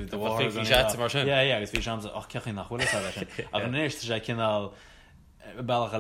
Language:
Irish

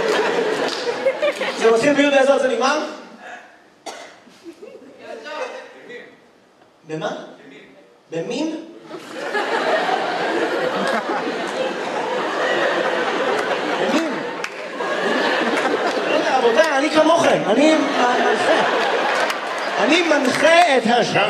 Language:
Hebrew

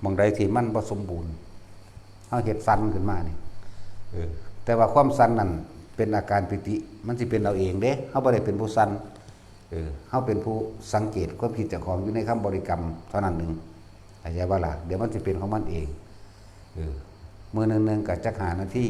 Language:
Northeastern Thai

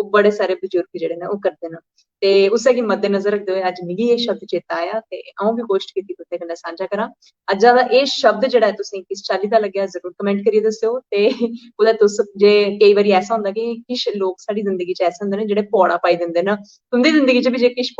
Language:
Dogri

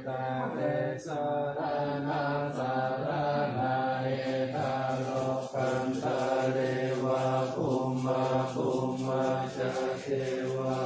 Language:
Pali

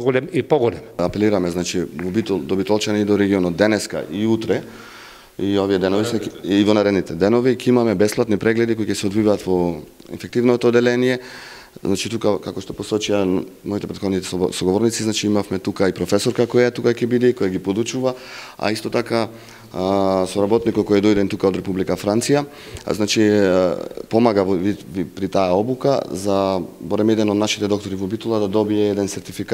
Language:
Macedonian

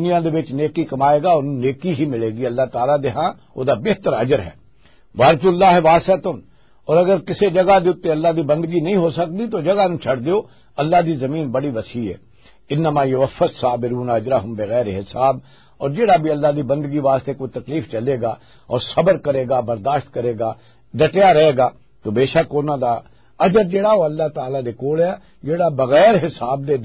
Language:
Western Panjabi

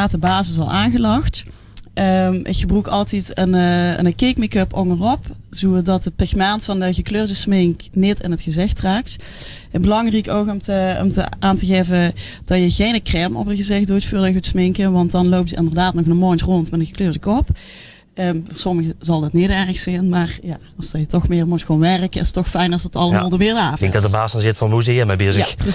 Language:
Limburgish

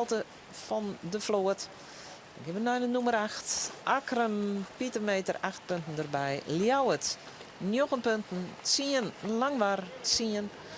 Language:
Western Frisian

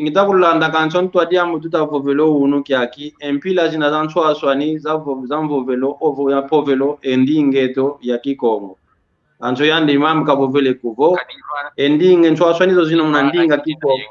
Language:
San Salvador Kongo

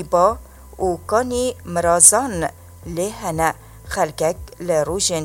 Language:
Kurdish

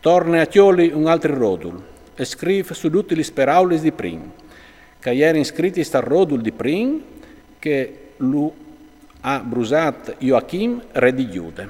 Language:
Friulian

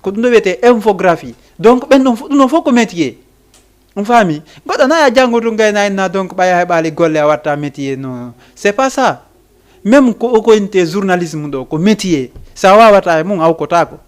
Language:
Fula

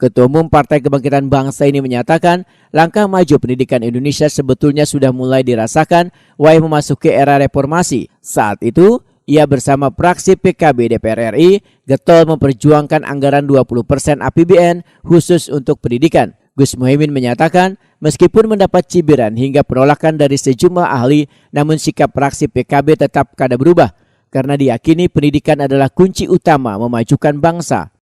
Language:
Banjar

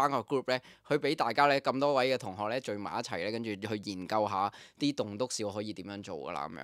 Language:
Cantonese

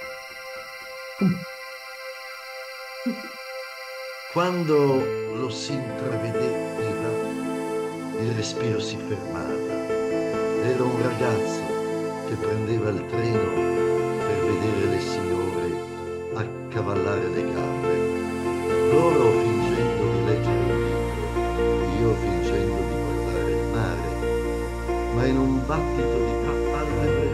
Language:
Italian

